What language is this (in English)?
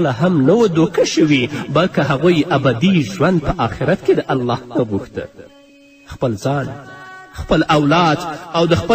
Pashto